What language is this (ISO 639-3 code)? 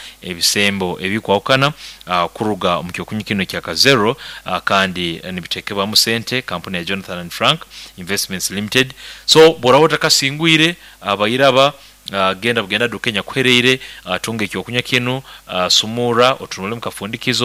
nyo